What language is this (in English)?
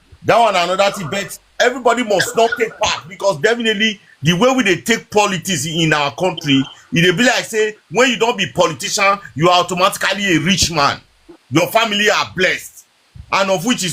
Nigerian Pidgin